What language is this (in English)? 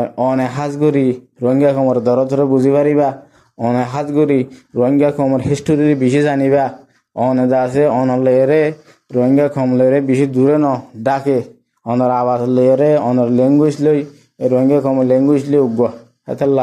Rohingya